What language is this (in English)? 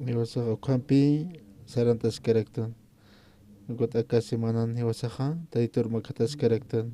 Aymara